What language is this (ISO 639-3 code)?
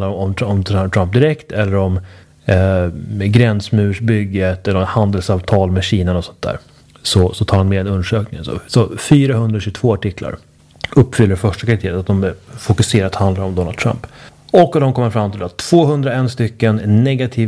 swe